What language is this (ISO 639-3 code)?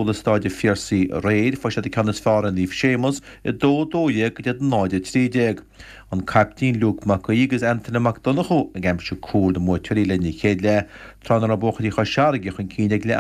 gle